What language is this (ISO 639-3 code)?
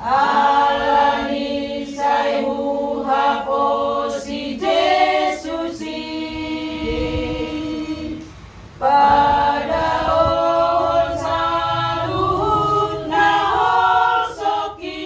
bbc